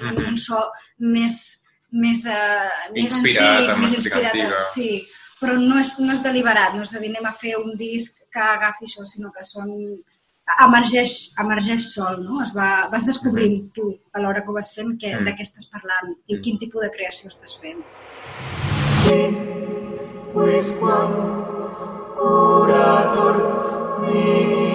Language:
Catalan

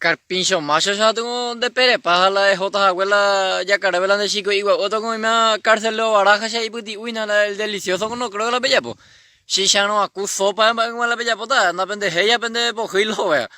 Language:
Guarani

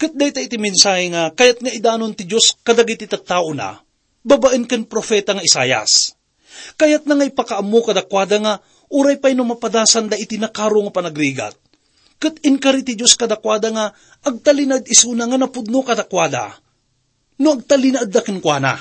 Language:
Iloko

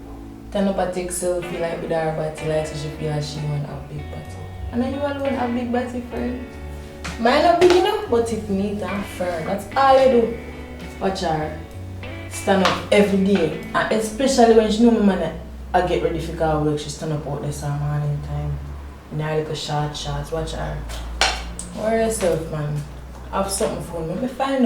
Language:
Jamaican Creole English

